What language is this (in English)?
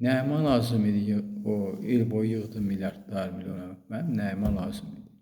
Azerbaijani